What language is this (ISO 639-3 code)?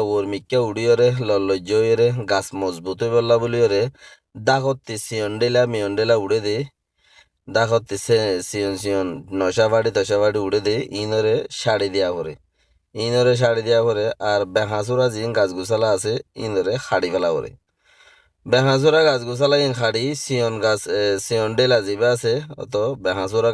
rhg